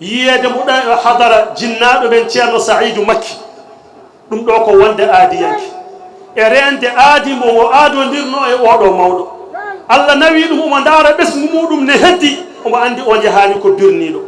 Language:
Fula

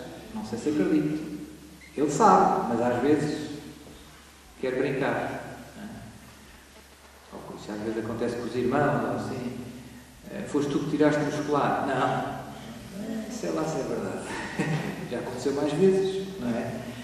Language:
Portuguese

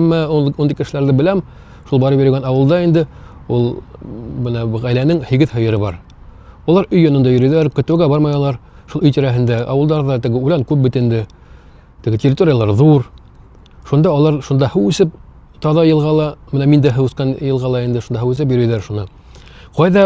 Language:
Bashkir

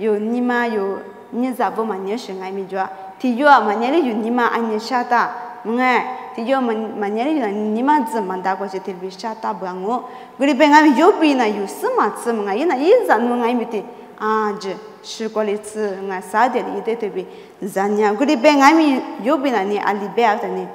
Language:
Lisu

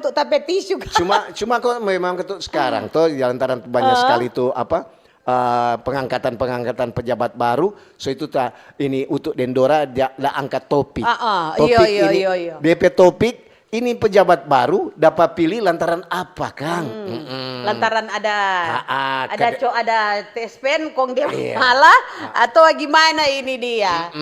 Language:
Manado Malay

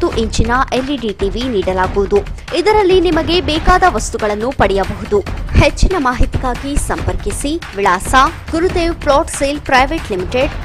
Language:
Kannada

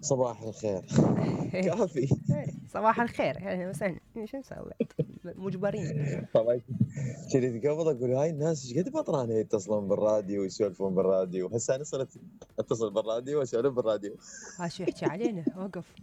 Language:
Mesopotamian Arabic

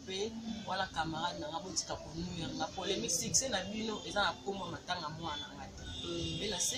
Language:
Lingala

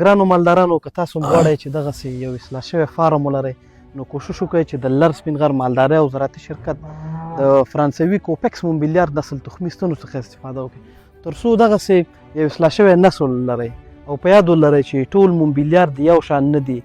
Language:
Pashto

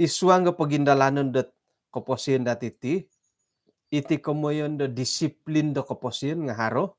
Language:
Central Dusun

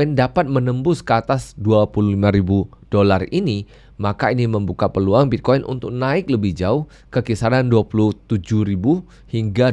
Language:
Indonesian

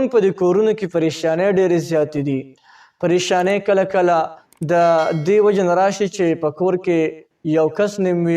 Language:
Pashto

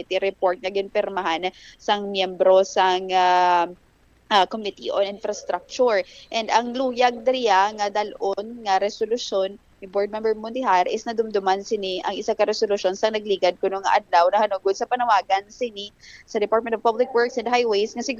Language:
Hiligaynon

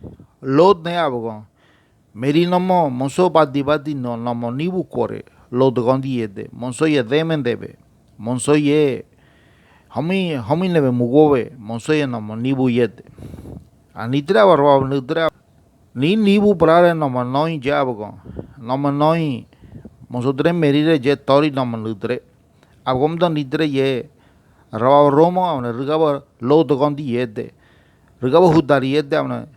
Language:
Ngäbere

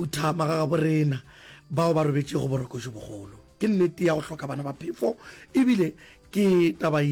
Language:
Northern Sotho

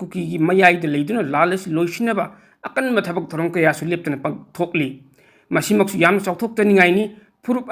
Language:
Manipuri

